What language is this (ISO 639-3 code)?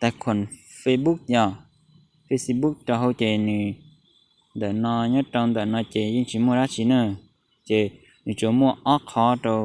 hmn